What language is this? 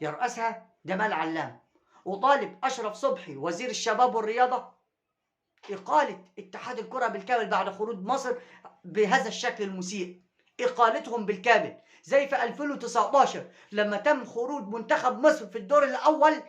Egyptian Arabic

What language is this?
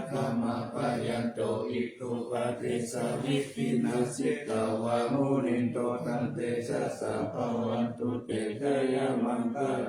Pali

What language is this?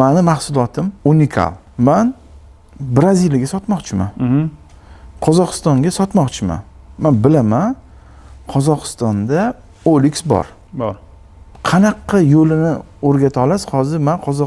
Uzbek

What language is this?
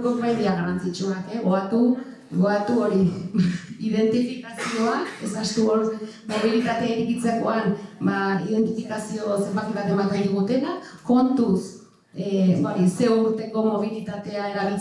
Basque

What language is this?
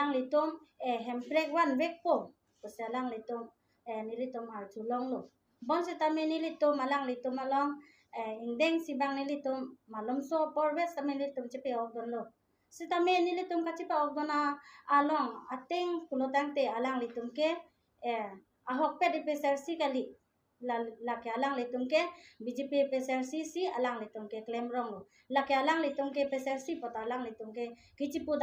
Karbi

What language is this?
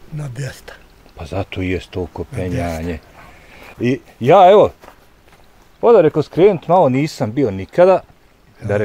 Bosnian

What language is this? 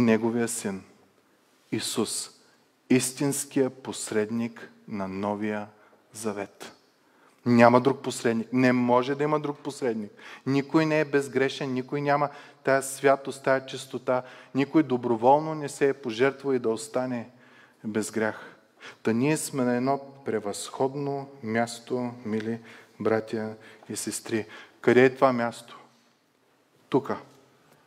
Bulgarian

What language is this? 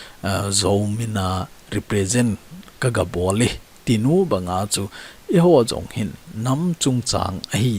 Thado Chin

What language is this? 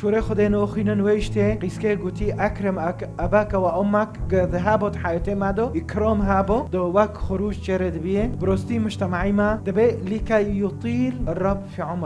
Kurdish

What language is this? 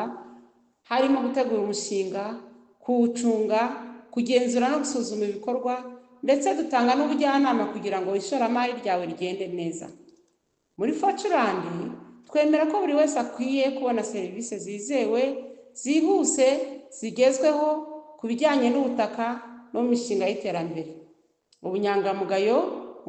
Kinyarwanda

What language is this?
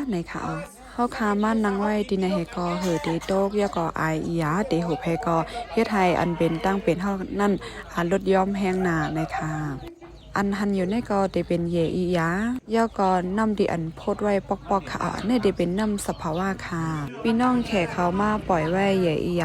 Shan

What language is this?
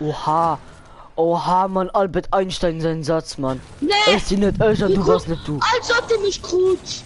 Luxembourgish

